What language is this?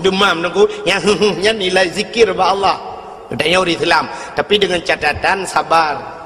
Achinese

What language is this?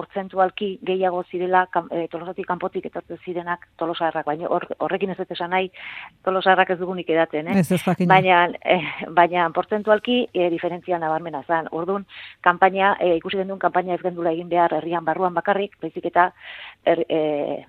Basque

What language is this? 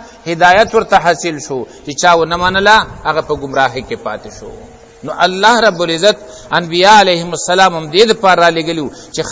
Pashto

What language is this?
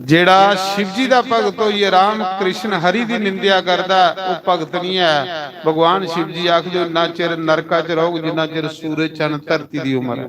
Dogri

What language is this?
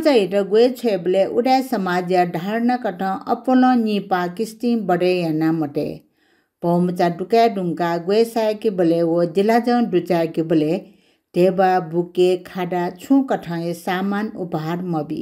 Newari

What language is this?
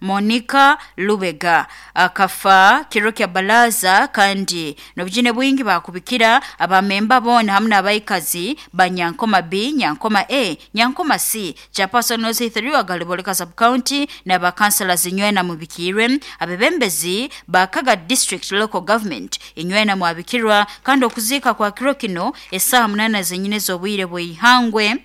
Nyoro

